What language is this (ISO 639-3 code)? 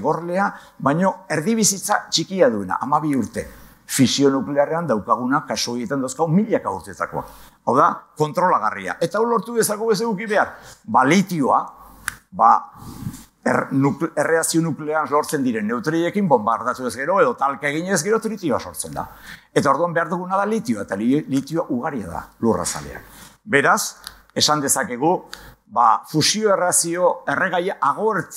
eus